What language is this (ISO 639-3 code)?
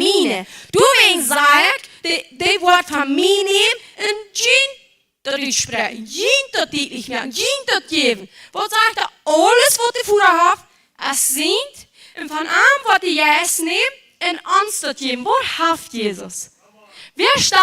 pdt